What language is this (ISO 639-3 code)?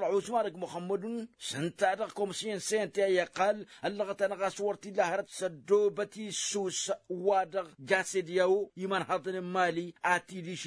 taq